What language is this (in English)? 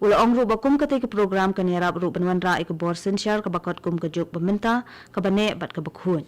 Khasi